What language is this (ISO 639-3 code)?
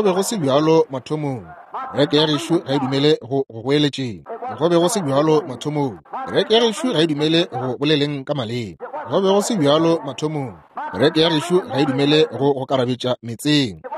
nso